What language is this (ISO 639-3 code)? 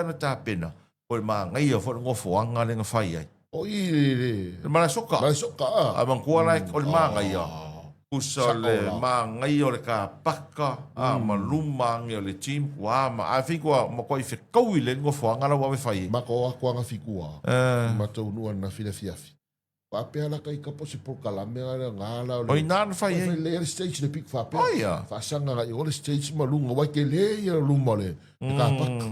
smo